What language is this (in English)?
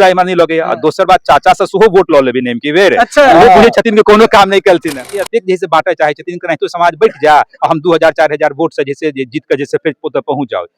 Maithili